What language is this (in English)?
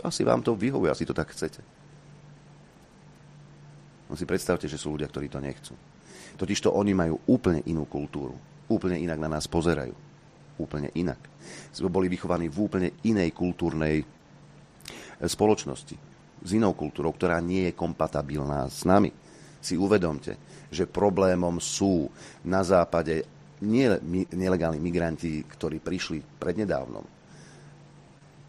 Slovak